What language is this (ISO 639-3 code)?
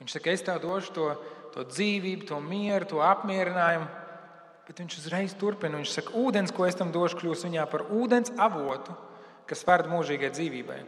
lav